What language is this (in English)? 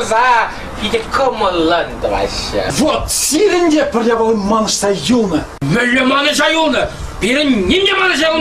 Chuvash